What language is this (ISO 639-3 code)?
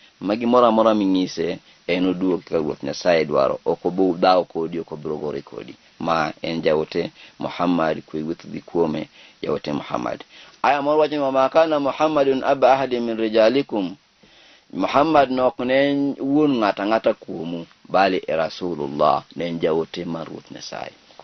luo